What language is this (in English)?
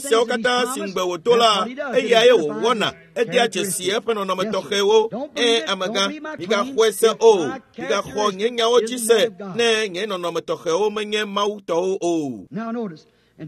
Ewe